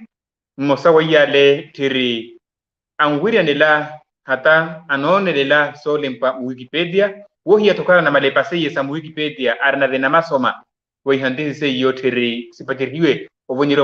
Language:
Makhuwa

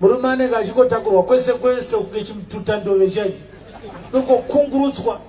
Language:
Shona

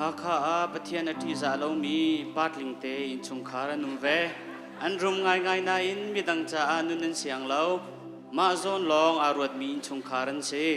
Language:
Hakha Chin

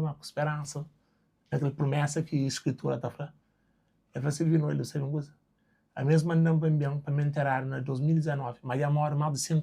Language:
Kabuverdianu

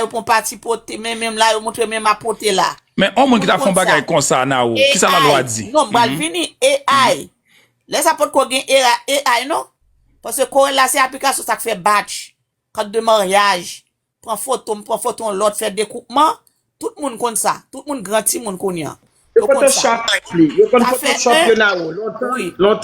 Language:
Haitian Creole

